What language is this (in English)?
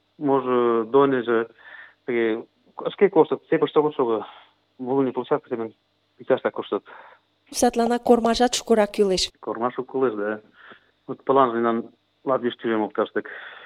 Mari